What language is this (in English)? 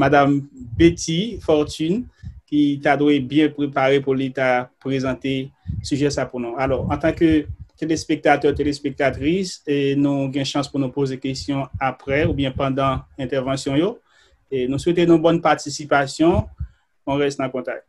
Haitian Creole